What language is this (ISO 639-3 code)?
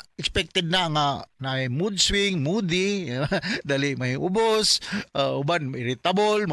ceb